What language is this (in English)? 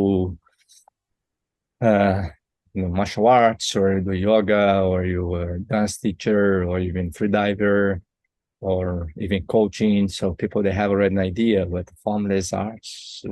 English